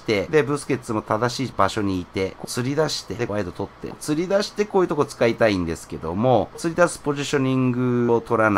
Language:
Japanese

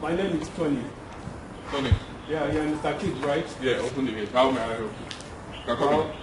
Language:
Nigerian Pidgin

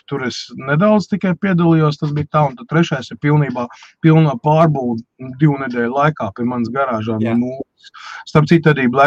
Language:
Latvian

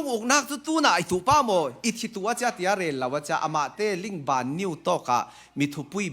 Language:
Falam Chin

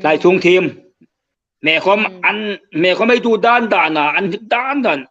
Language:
Hmar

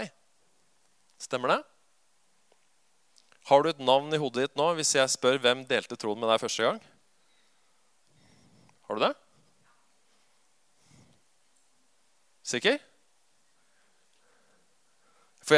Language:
Norwegian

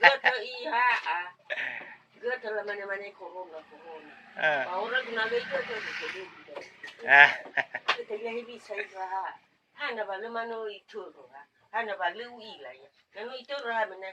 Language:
Nias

